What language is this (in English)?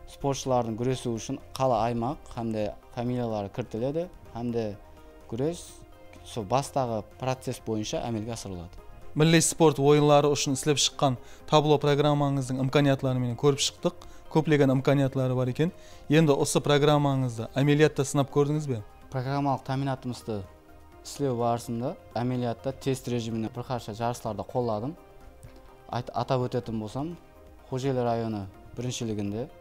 Kara-Kalpak